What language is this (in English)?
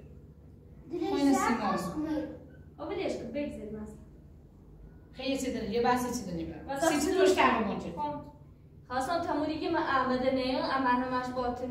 Persian